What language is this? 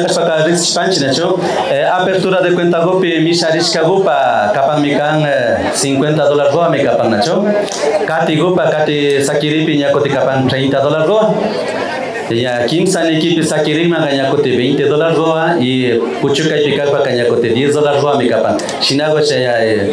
Imbabura Highland Quichua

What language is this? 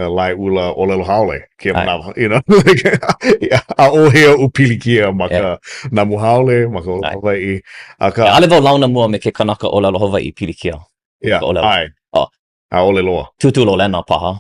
Hawaiian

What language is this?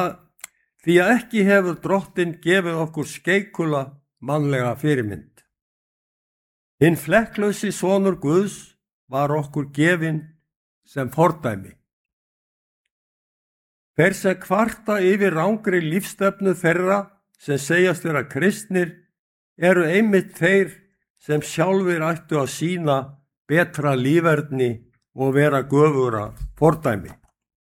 Icelandic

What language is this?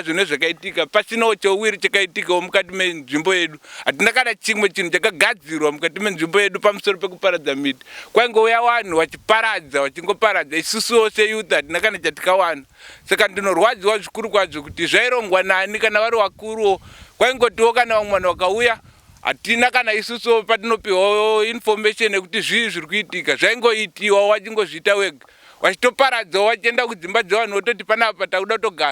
Shona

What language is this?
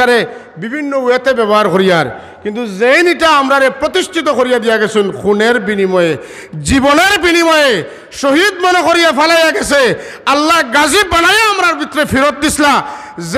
Sylheti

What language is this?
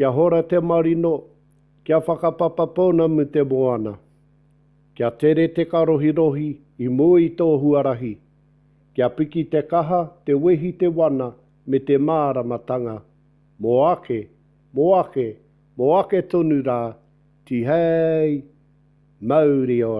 Māori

